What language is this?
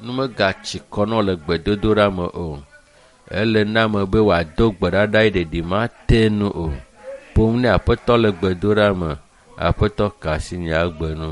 Ewe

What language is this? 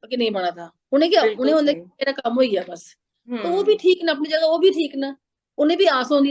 Dogri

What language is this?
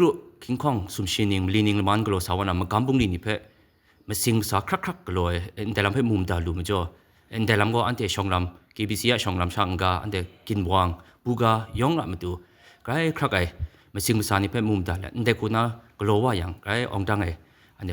Kachin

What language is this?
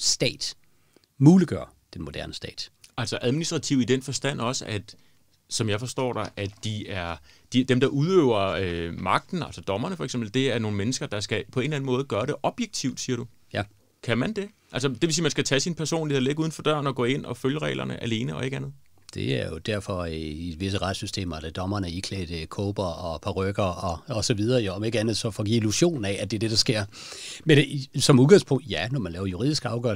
Danish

